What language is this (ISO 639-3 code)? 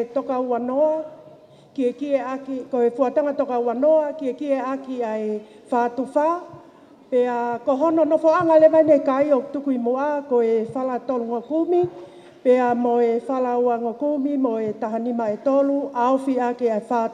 ton